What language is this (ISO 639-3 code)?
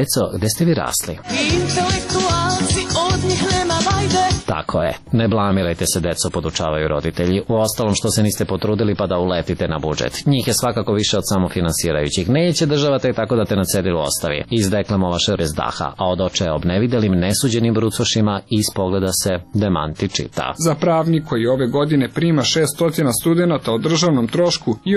srp